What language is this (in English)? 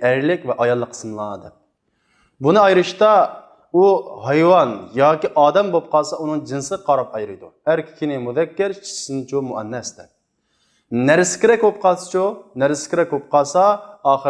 Uyghur